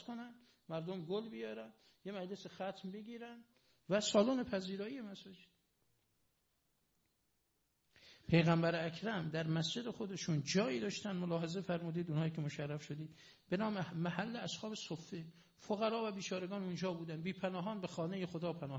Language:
Persian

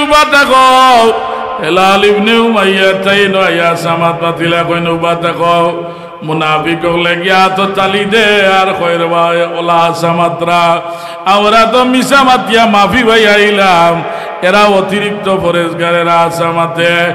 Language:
Sylheti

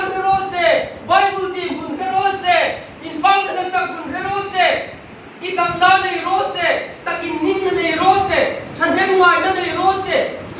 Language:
Hmar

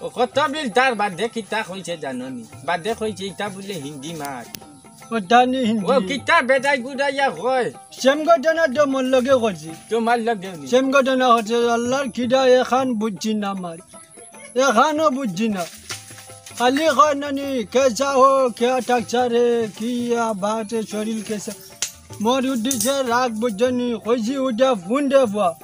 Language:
Sylheti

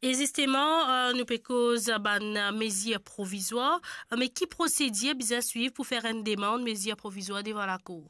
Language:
Morisyen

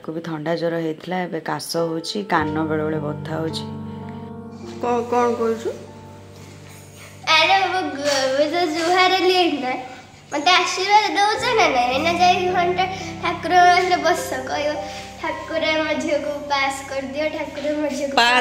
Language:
Odia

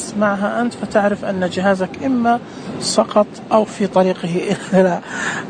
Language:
Najdi Arabic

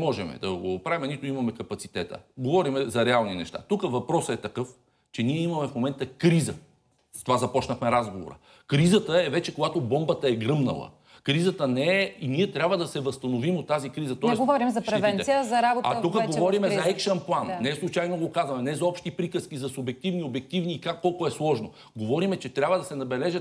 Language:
Bulgarian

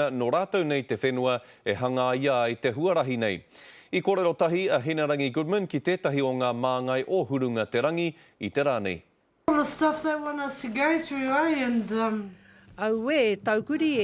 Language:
Māori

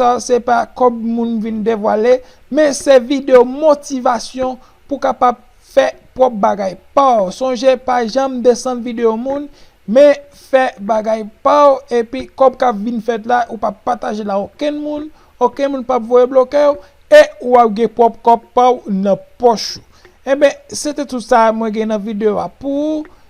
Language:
Haitian Creole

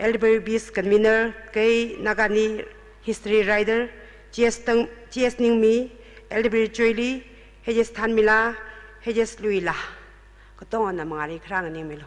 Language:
Tangkhul Naga (India)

